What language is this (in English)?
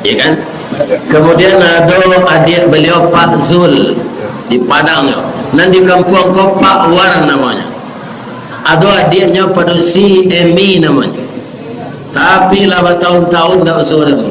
Minangkabau